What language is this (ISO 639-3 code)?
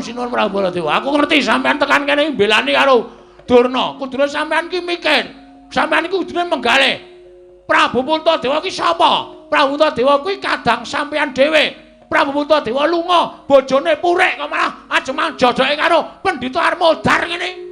jav